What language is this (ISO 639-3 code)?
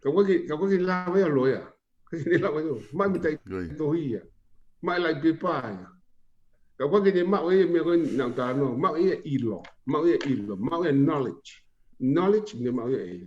ton